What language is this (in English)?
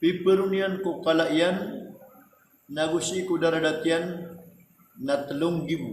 Maranao